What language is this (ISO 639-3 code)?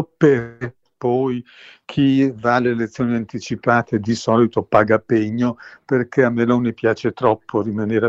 ita